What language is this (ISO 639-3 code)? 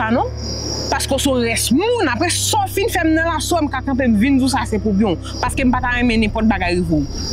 hat